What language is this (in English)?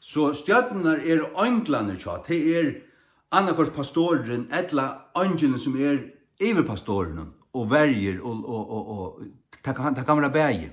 Faroese